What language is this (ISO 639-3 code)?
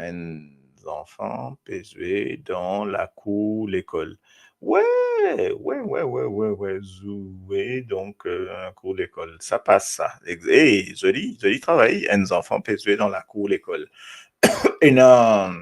mfe